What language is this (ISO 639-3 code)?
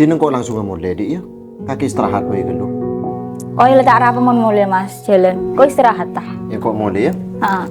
mad